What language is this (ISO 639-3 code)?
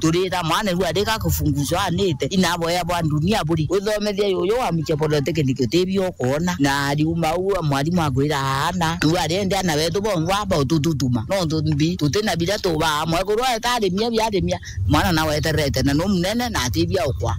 mer